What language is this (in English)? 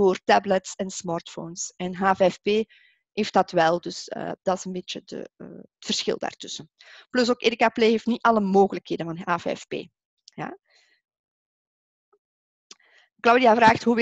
Dutch